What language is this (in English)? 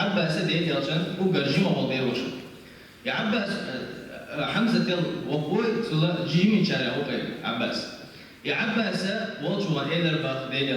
Chechen